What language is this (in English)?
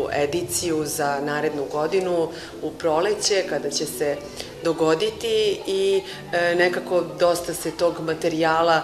Serbian